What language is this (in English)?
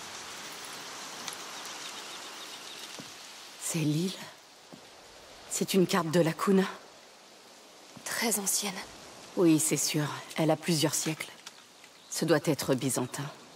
French